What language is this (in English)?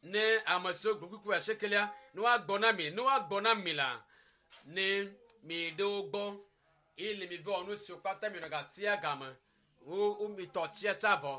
Ewe